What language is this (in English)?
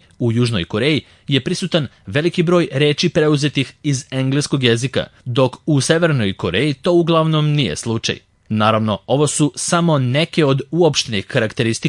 Serbian